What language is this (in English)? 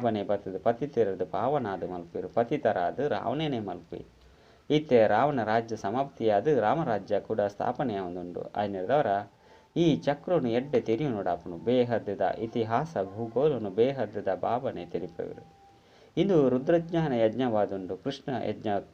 Tulu